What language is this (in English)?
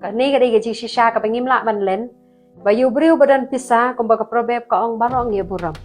Khasi